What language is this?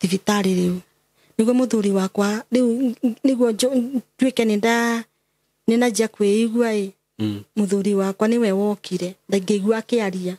Kikuyu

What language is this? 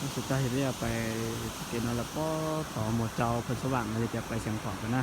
Hmong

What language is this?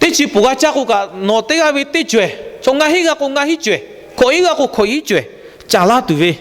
Lahu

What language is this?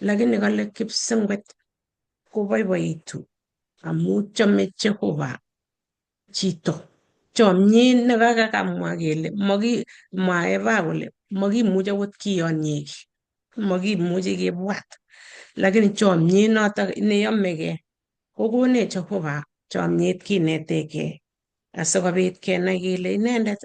Kalenjin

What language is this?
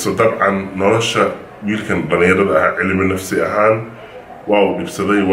Somali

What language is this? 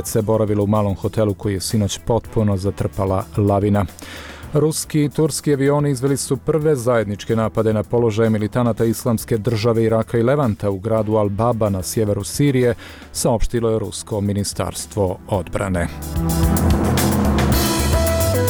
Bosnian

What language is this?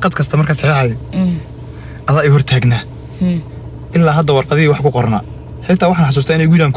Somali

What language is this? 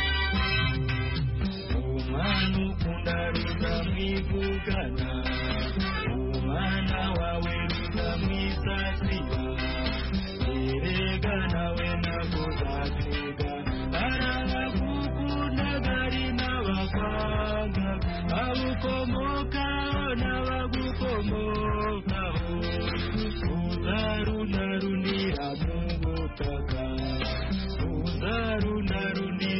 Kinyarwanda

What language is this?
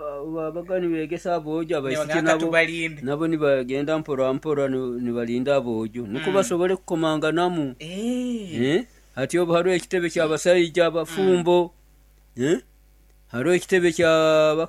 Nyoro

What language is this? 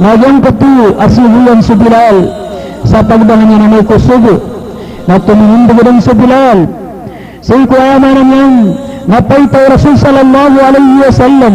Maranao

